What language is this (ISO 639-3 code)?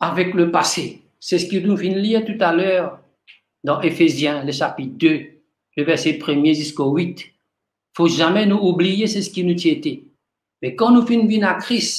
mfe